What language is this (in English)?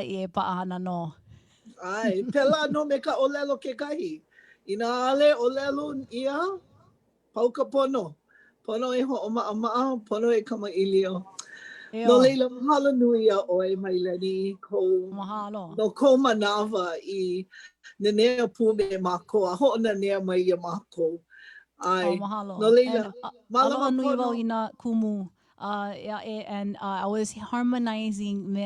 Hawaiian